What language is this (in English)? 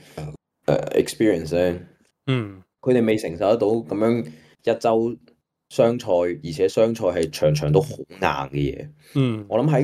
Cantonese